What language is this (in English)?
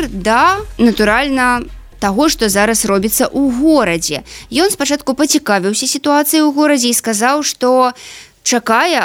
Belarusian